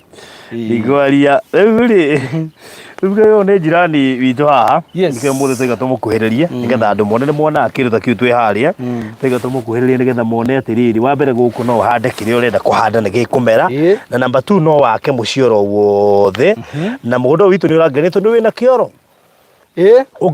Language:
Kikuyu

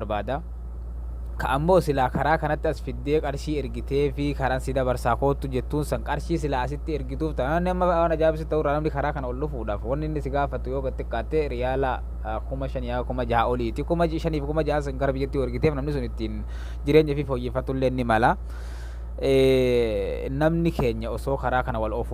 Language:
Oromo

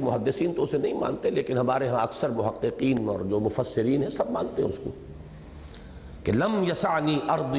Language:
Urdu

